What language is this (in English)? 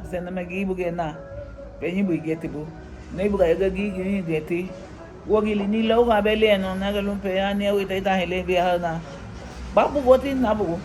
Garifuna